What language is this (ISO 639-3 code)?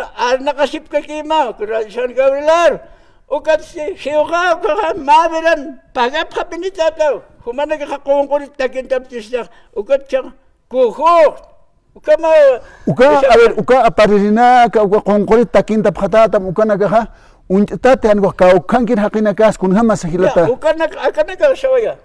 aym